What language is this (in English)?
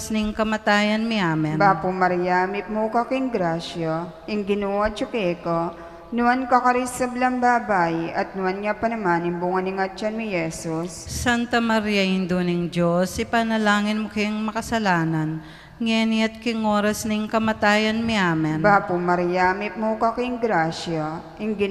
Pampanga